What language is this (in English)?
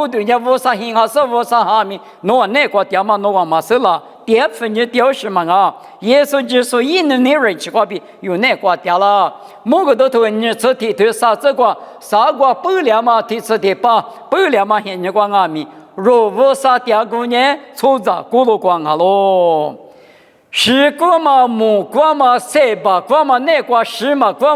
Lisu